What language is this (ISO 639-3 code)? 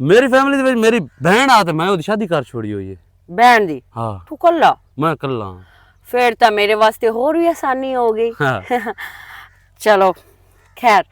lah